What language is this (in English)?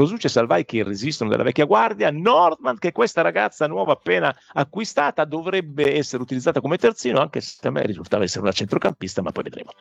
Italian